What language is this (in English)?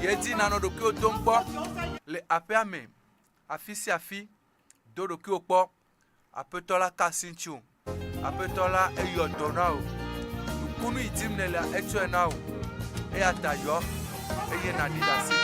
Ewe